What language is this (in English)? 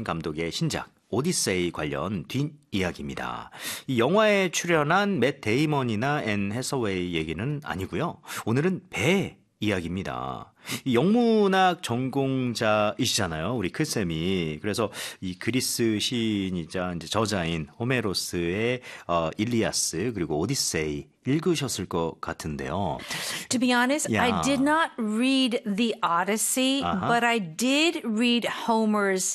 Korean